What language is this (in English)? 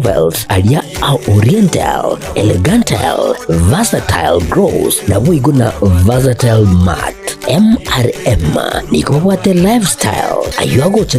Gusii